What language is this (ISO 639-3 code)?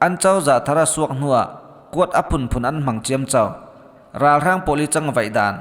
cfm